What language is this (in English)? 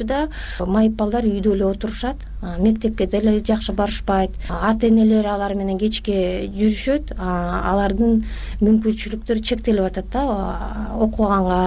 Kyrgyz